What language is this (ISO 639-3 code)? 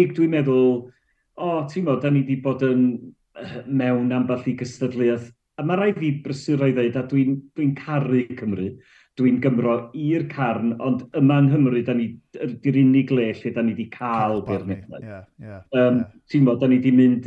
cym